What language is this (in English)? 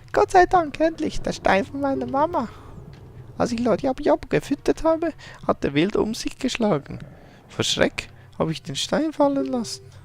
Swiss German